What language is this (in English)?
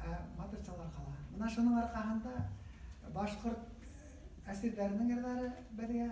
Bashkir